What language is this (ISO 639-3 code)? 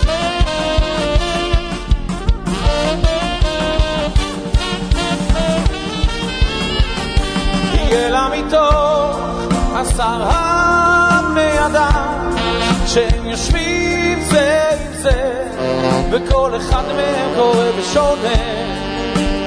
heb